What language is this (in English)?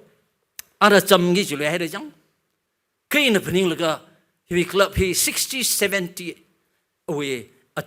Tangkhul Naga (India)